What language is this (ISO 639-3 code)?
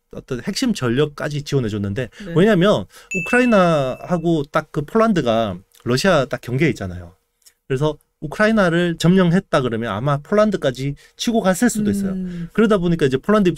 kor